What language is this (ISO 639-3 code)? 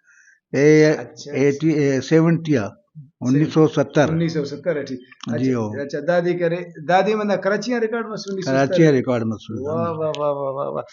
brh